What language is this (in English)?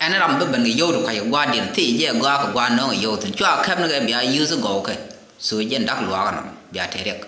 Nuer